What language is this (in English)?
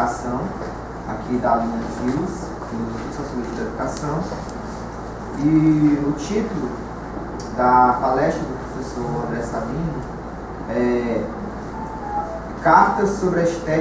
Portuguese